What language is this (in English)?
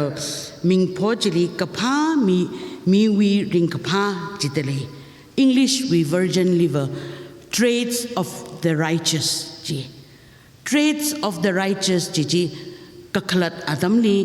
Tangkhul Naga (India)